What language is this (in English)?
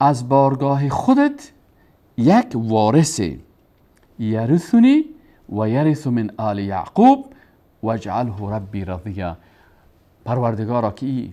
Persian